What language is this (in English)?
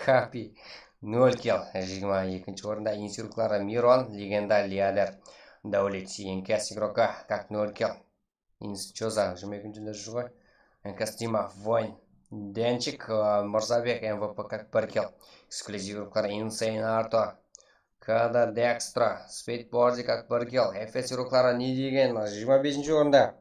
Kara-Kalpak